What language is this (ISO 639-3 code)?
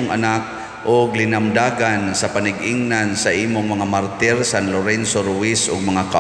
ceb